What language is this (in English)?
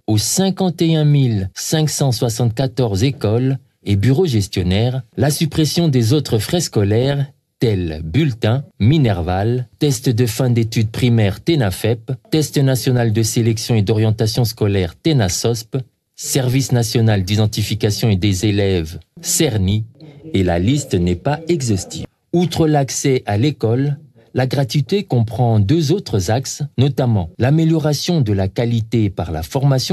French